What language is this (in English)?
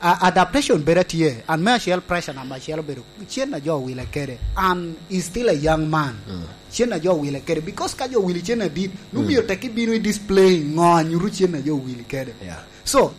Lango (Uganda)